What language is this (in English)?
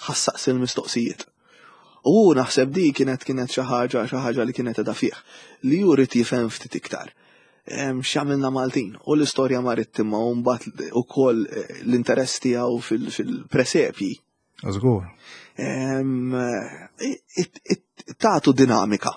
Maltese